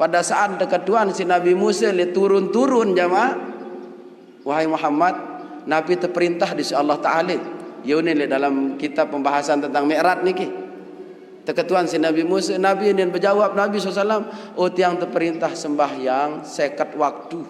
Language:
Sasak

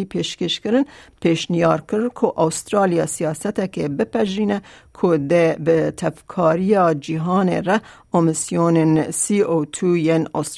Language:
Kurdish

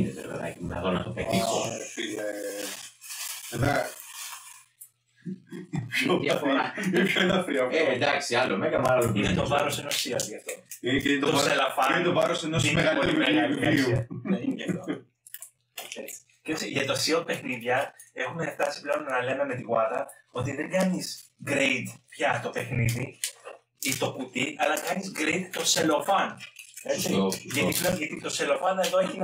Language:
Greek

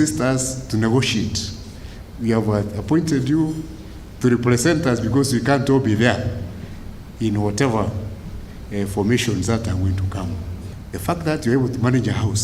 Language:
Meru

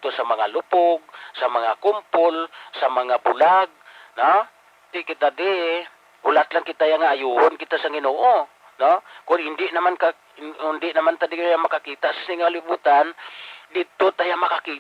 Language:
Hiligaynon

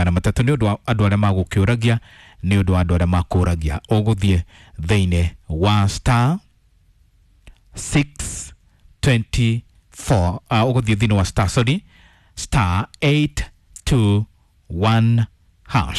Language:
Kikuyu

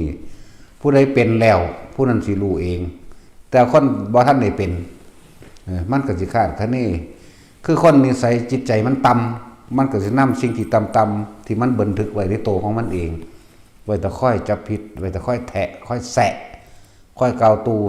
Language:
Northeastern Thai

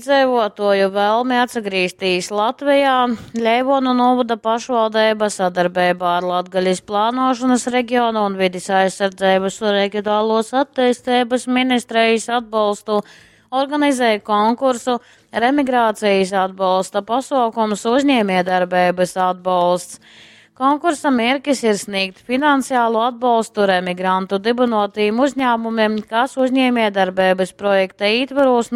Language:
Latgalian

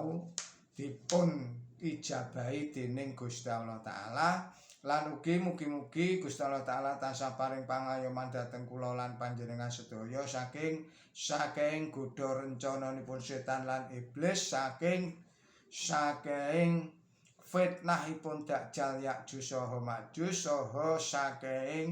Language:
Javanese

